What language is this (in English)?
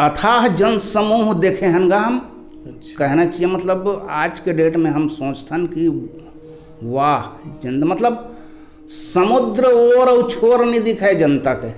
Chhattisgarhi